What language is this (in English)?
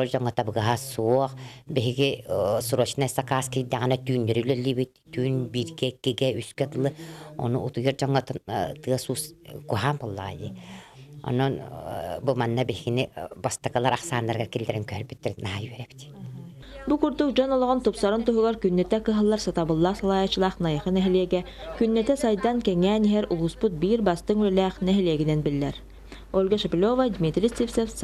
Yakut